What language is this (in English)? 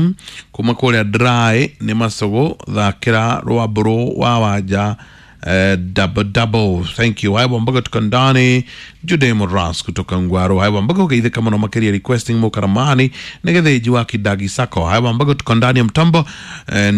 Kikuyu